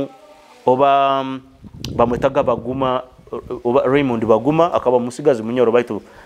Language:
Nyoro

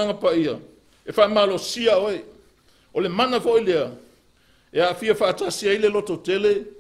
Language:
Samoan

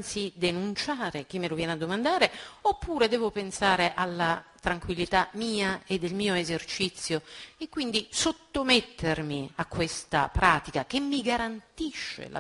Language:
Italian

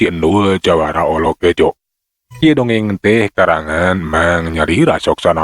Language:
Sundanese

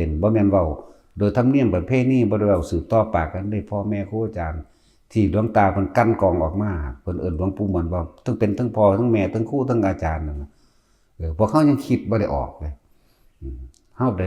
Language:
Northeastern Thai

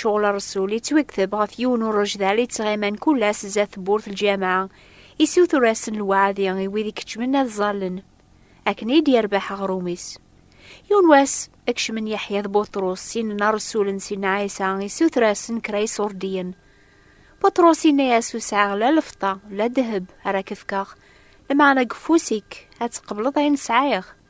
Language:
Kabyle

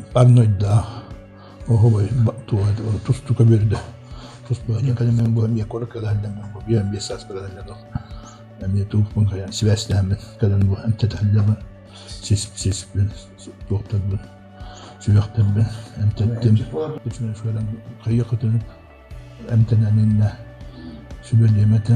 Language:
Yakut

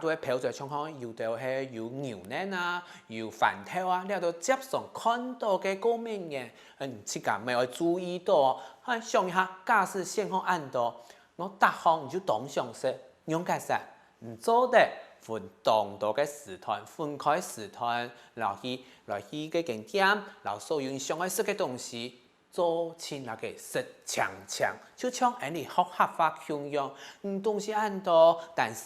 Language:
Hakka Chinese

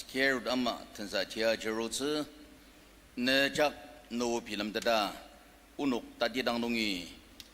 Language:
Ao Naga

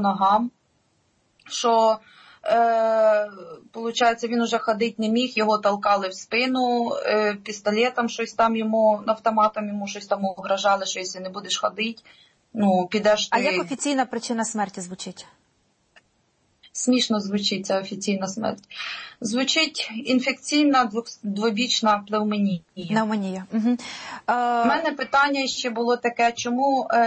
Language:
Ukrainian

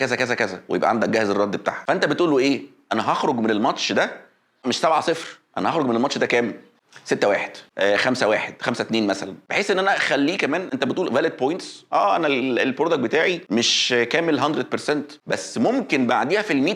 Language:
Egyptian Arabic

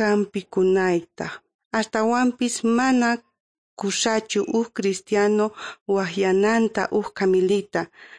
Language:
South Bolivian Quechua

